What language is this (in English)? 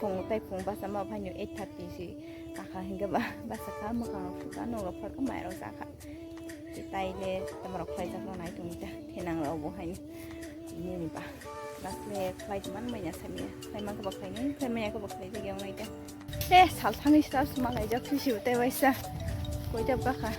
Kok Borok